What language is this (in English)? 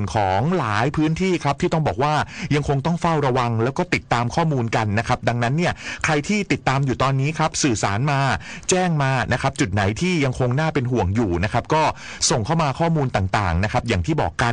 Thai